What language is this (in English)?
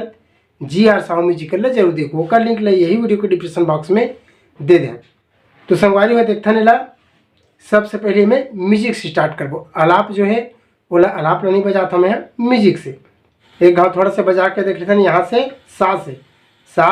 Chhattisgarhi